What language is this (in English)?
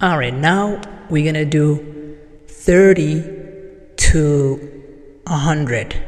English